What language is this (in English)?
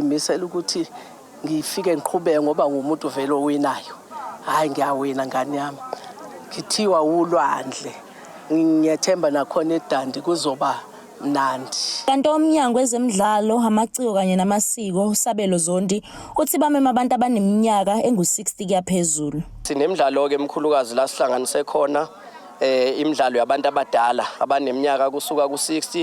Zulu